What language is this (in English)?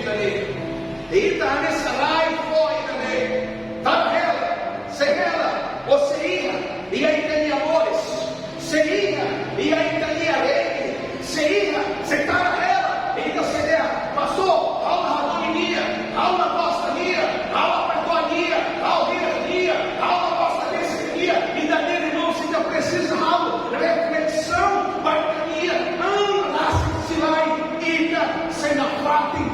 Tetum